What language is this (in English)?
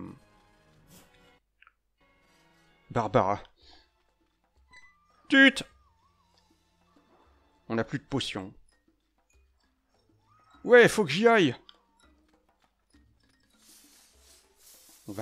French